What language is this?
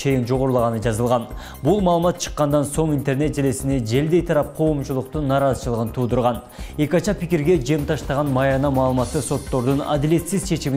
Kyrgyz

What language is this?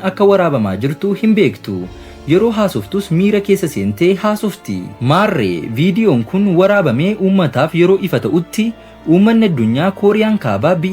Oromo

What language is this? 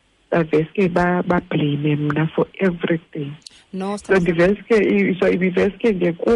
Xhosa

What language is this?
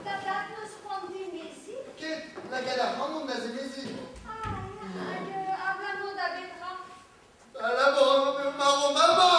Breton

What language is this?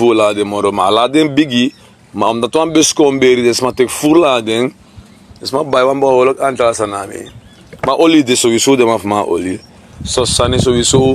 Sranan Tongo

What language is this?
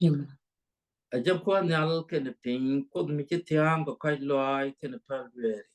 Nuer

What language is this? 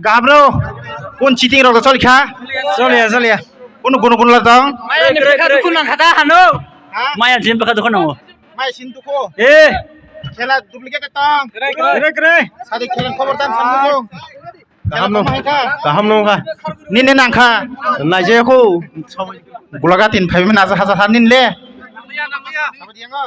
Kok Borok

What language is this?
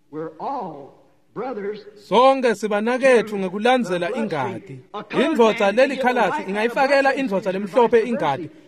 Swati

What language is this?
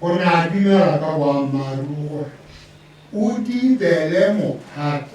Tswana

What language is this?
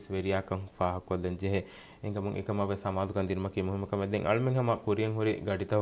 Divehi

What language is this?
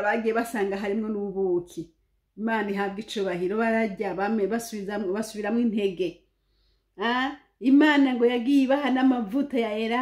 Rundi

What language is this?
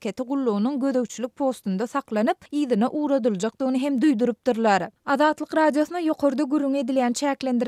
Turkmen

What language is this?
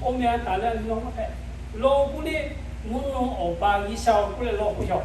Lahu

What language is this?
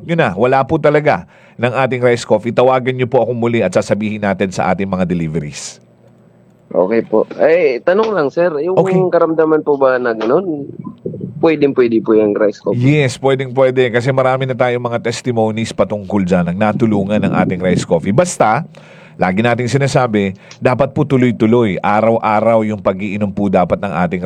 Filipino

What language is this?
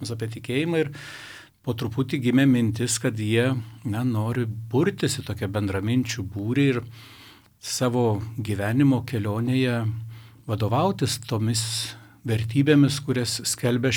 Lithuanian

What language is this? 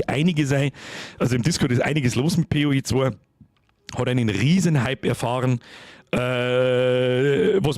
Bavarian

